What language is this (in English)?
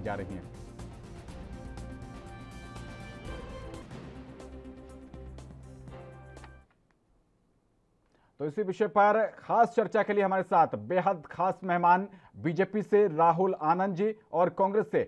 Hindi